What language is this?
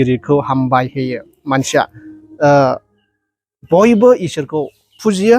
Bodo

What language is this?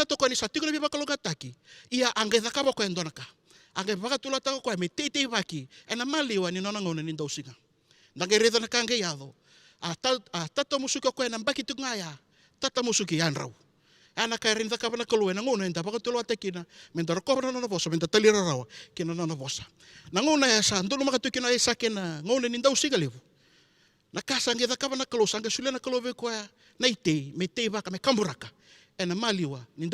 Fijian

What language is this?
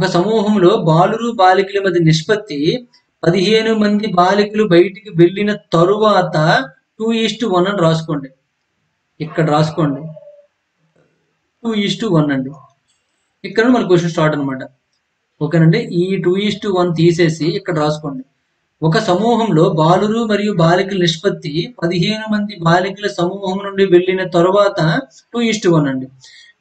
Telugu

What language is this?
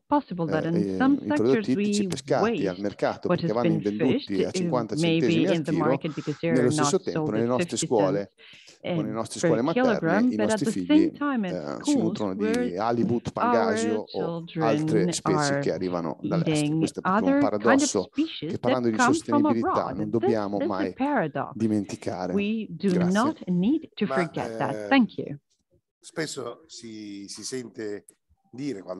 Italian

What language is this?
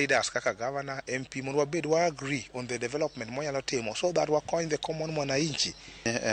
Luo (Kenya and Tanzania)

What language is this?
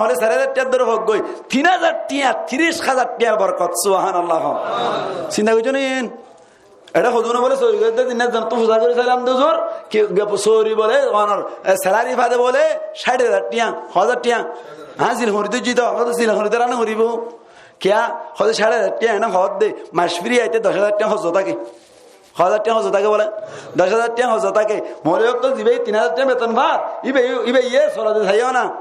Rohingya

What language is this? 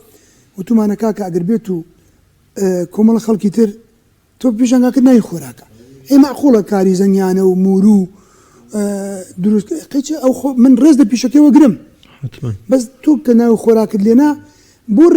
Central Kurdish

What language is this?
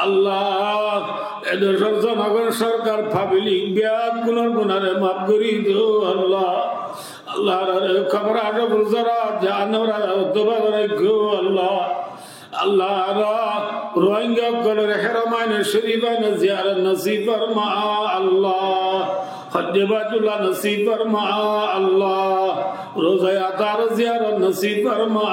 Rohingya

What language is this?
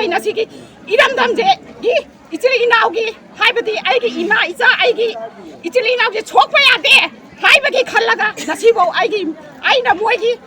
Manipuri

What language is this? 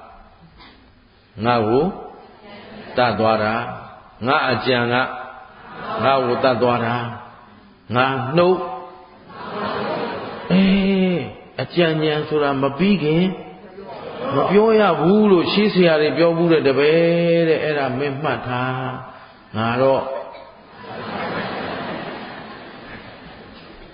Burmese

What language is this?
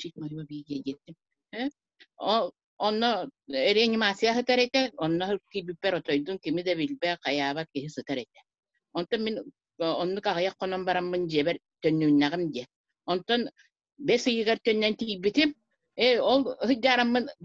Yakut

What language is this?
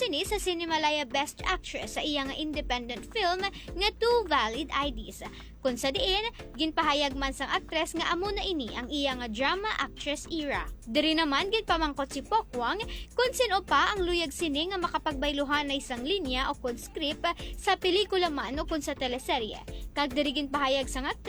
Hiligaynon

